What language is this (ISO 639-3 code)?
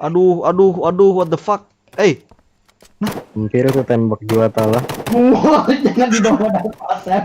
bjn